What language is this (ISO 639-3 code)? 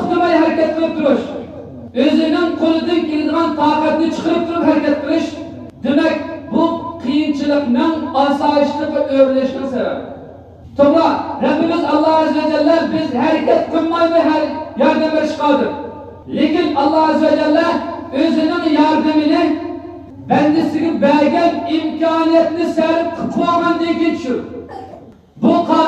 uig